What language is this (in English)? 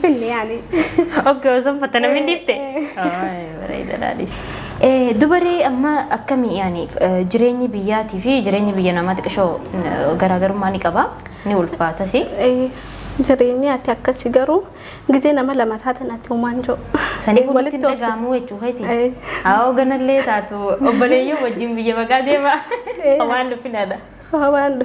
Oromo